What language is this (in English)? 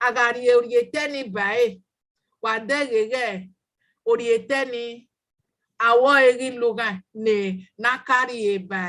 Bini